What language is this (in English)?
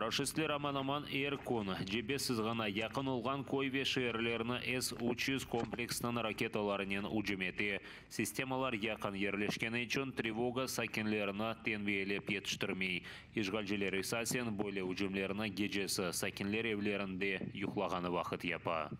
Crimean Tatar